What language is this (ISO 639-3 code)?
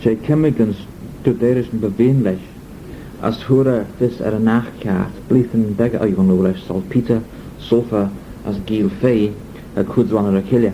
glv